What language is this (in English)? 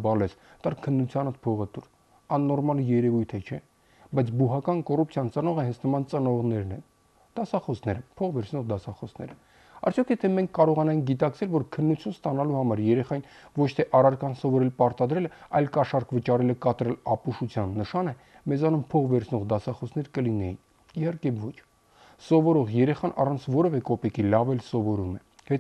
Armenian